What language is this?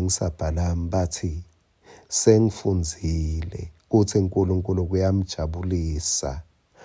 Swati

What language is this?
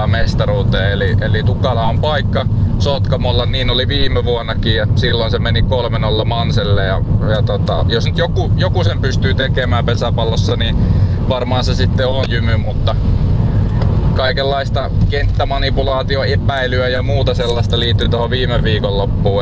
Finnish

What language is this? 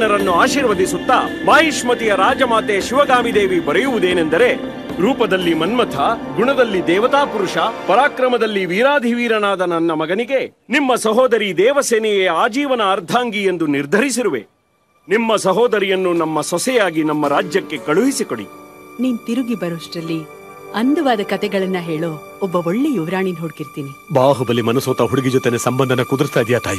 Kannada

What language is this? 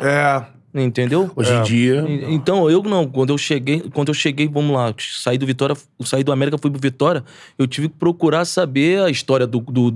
Portuguese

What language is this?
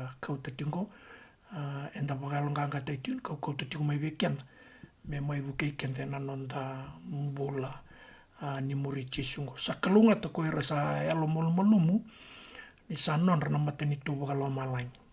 Fijian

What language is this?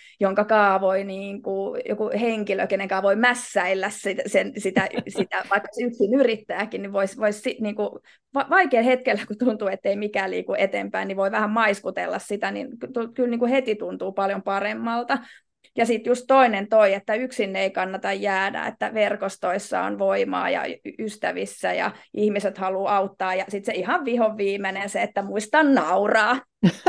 Finnish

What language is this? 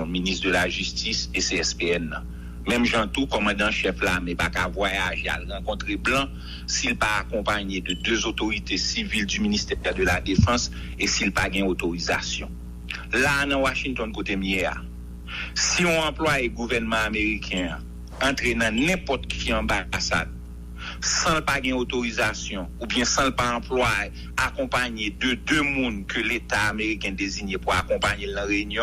Haitian Creole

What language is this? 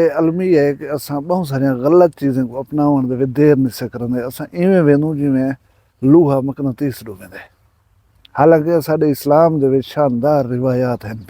Saraiki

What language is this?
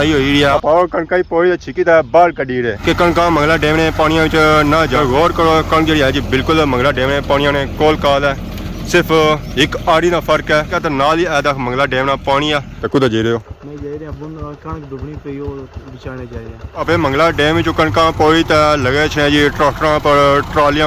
Pahari-Potwari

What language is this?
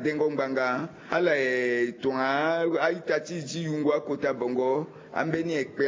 Sango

